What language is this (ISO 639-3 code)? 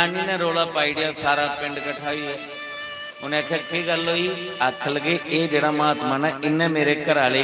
doi